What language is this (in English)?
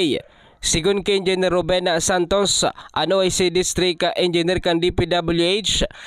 Bikol